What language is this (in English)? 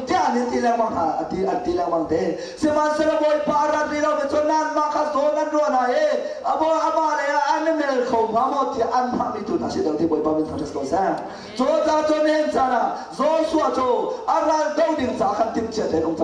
Hakha Chin